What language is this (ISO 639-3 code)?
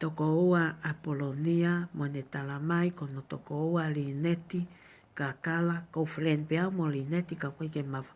ton